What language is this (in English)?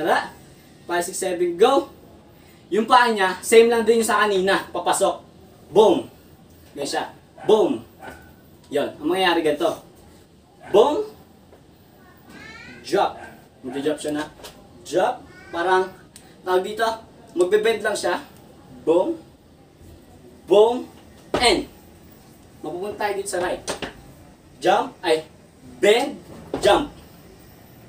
Filipino